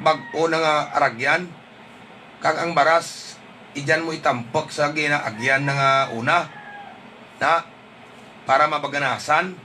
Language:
Hiligaynon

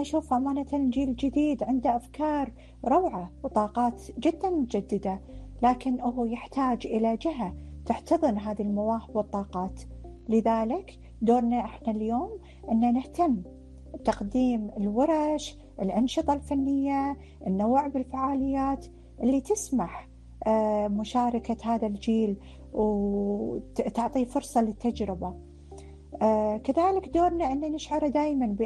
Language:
Gulf Arabic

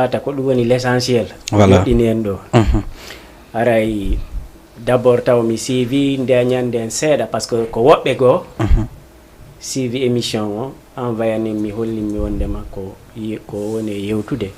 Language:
Fula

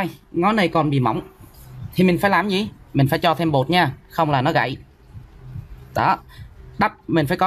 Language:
Vietnamese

